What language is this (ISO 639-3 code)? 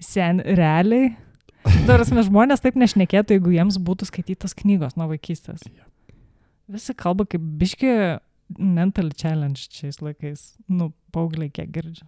lit